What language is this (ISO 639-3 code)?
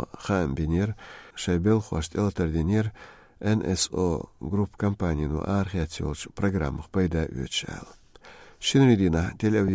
che